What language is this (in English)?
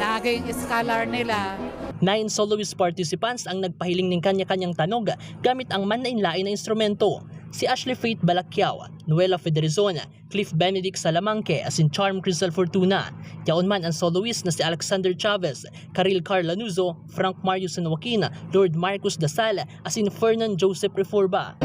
Bikol